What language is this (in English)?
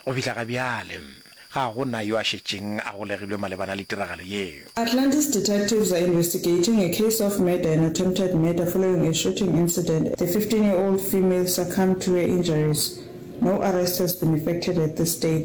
Northern Sotho